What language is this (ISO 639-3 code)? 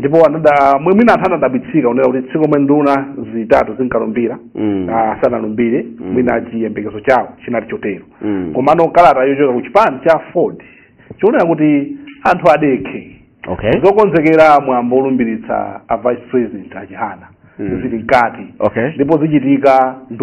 nya